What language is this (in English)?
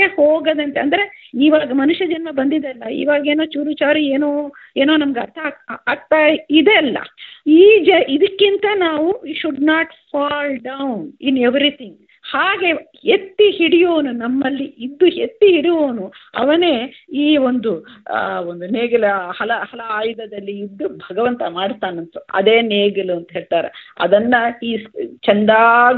Kannada